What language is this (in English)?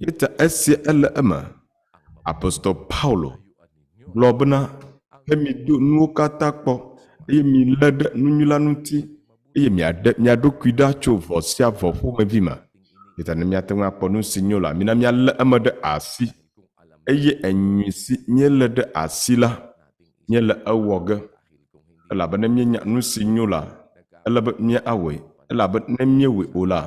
Ewe